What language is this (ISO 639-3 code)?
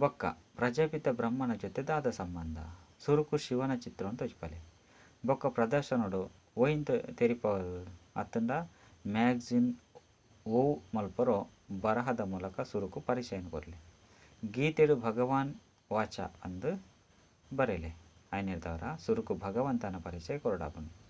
tcy